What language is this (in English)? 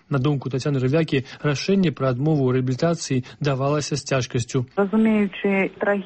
Belarusian